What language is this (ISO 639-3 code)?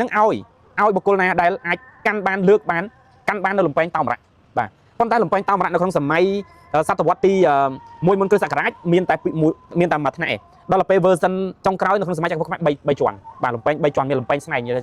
khm